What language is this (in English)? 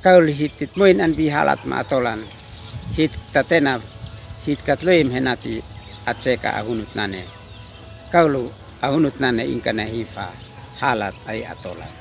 Uab Meto